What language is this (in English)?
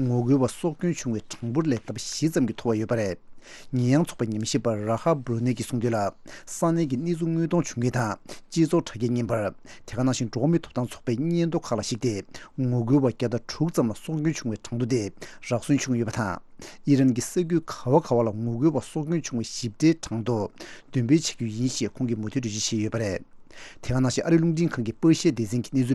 Tibetan